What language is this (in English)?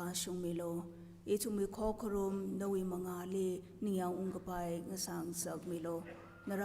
Tangkhul Naga (India)